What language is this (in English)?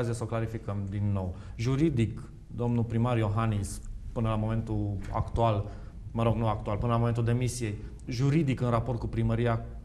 Romanian